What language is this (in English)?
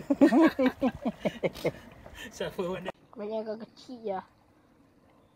Malay